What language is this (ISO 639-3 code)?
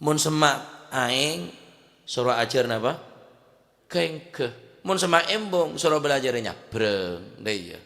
mad